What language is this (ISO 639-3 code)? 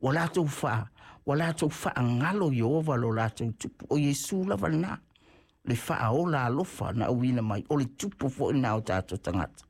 smo